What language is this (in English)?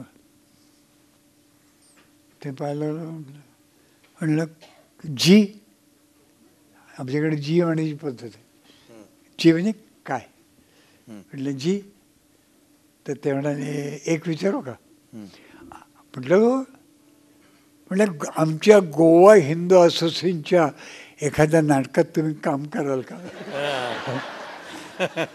Marathi